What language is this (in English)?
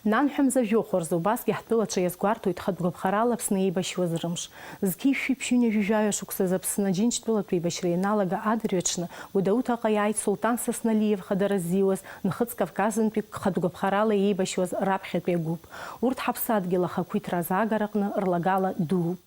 Abkhazian